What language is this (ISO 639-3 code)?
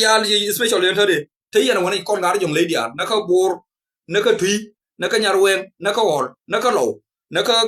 nus